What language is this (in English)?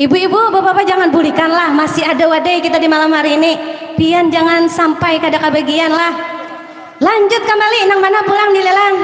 Banjar